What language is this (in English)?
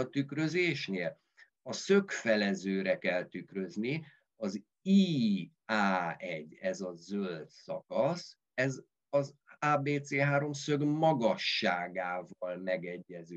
Hungarian